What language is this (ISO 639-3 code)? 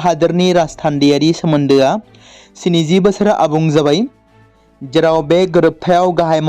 brx